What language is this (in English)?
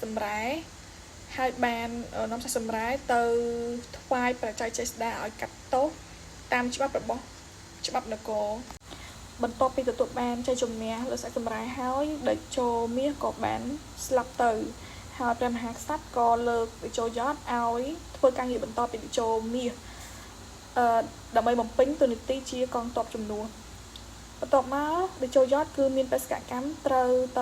Khmer